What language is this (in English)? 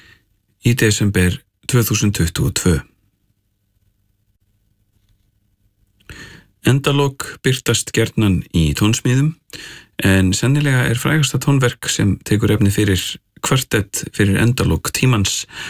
Icelandic